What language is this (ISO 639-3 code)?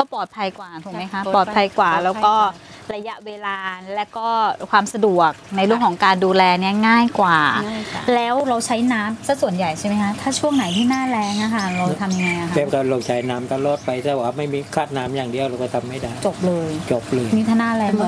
tha